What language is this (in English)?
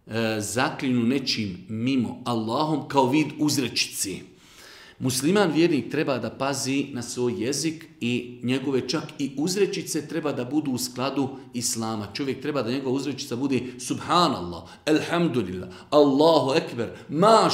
Bosnian